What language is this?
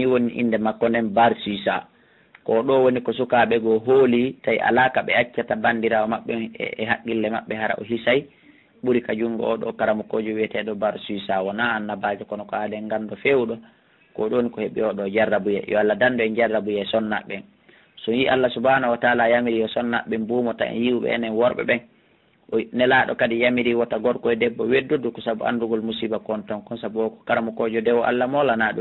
Pular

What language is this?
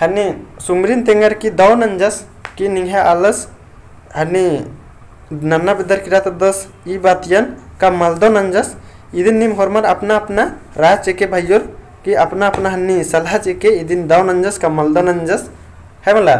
Kurukh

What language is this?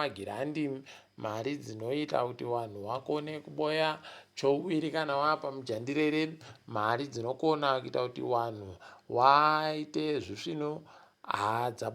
Ndau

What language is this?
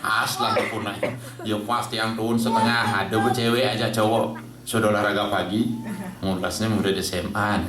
Balinese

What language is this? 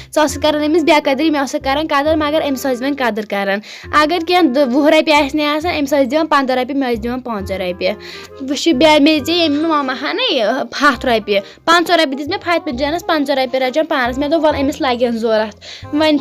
Kashmiri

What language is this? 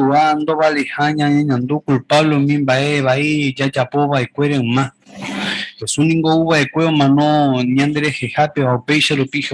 Guarani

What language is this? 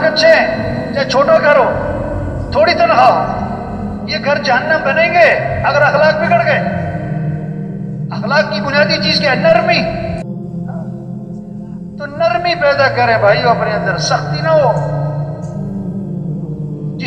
Urdu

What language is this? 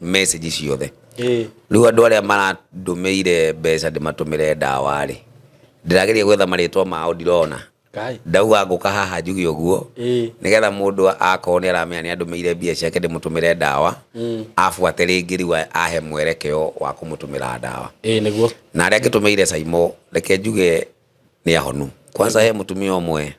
Kikuyu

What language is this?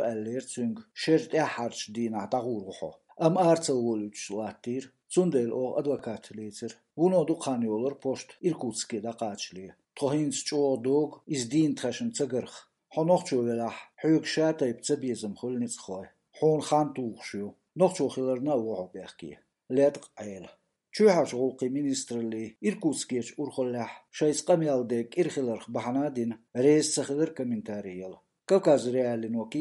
Chechen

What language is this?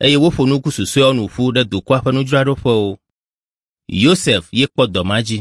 Ewe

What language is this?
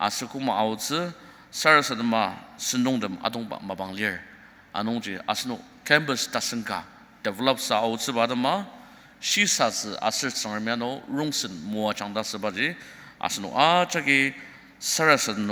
Ao Naga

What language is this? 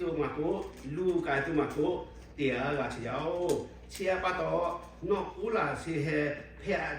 Lahu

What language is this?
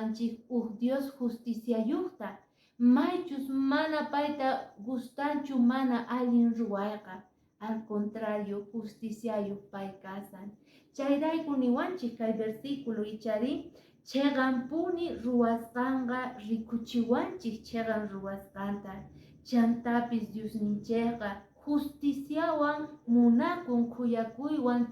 Quechua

